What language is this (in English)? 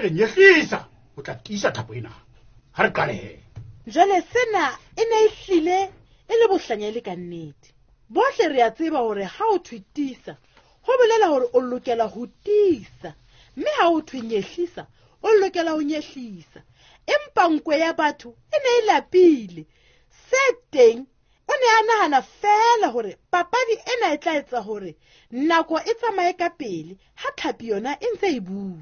Southern Sotho